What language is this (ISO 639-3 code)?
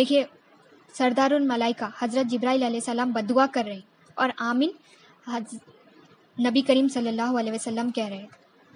urd